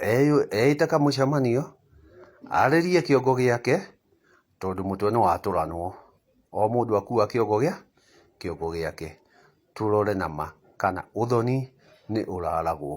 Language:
Kikuyu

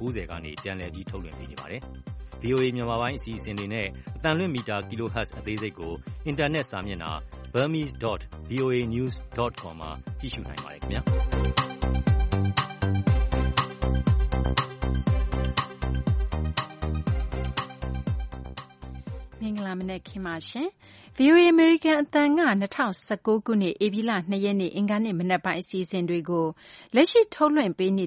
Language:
Burmese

